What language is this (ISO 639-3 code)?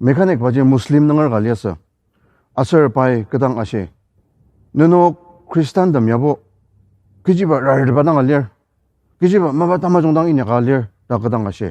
njo